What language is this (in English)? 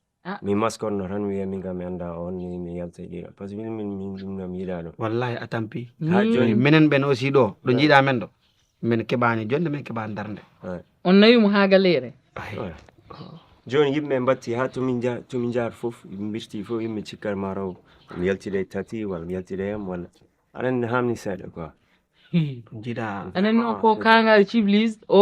Fula